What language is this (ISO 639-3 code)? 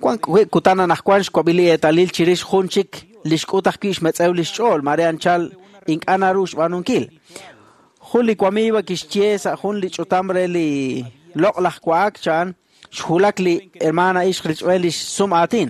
kek